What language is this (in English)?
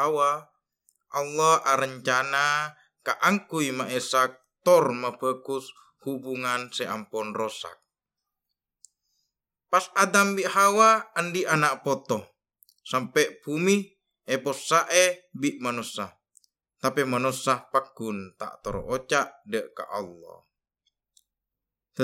Madurese